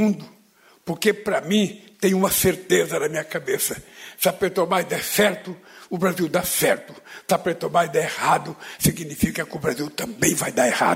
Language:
Portuguese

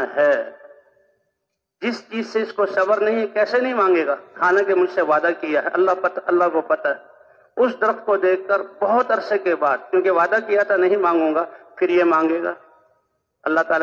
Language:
Urdu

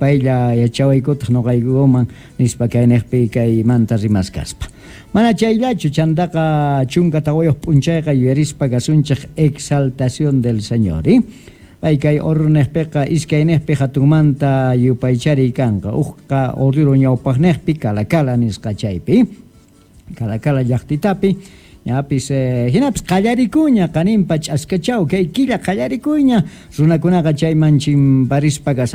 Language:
South Bolivian Quechua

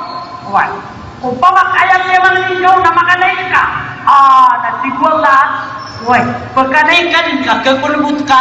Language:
Maranao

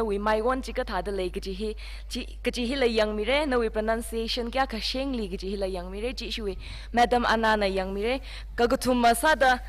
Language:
Tangkhul Naga (India)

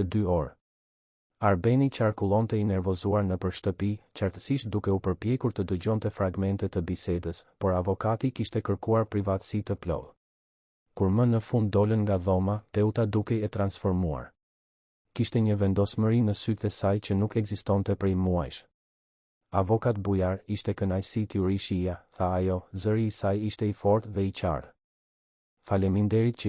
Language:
Albanian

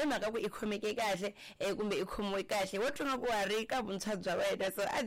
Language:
Tsonga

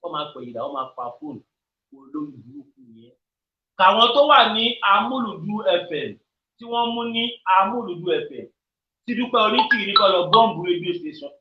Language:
Yoruba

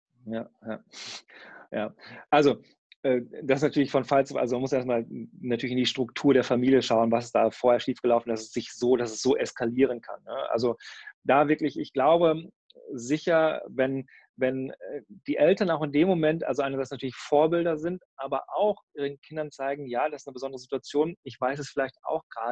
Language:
German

